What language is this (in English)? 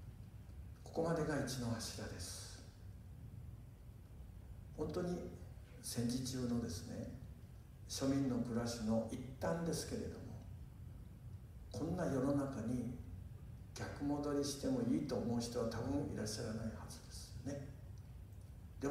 Japanese